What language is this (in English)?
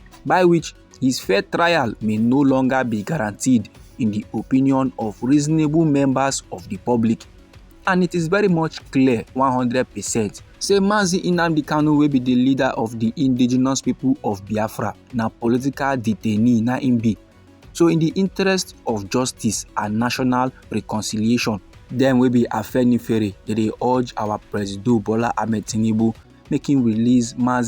Nigerian Pidgin